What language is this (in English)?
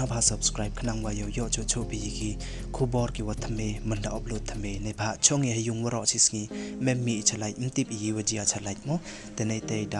Pnar